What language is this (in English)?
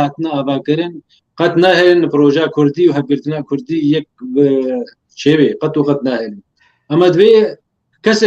Kurdish